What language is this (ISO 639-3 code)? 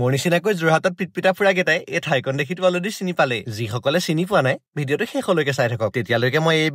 asm